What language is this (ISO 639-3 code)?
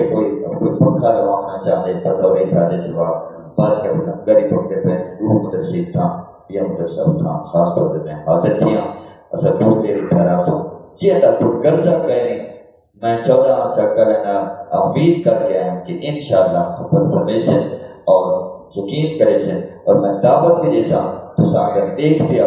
skr